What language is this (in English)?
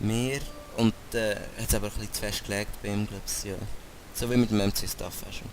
Swiss German